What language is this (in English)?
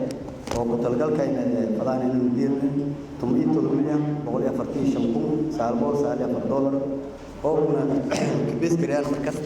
Somali